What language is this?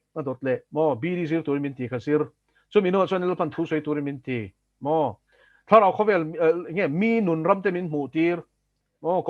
Mizo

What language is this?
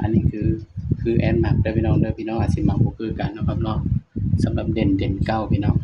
Northeastern Thai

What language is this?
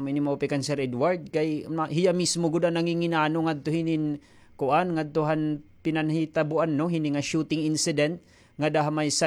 Waray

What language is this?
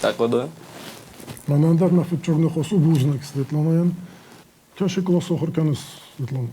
Ossetic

